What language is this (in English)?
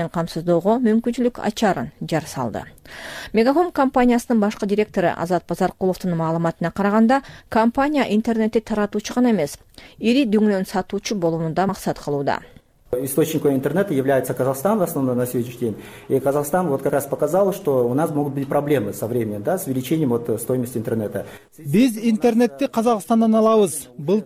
Kyrgyz